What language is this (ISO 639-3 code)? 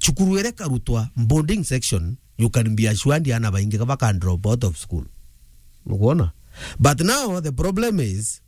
mer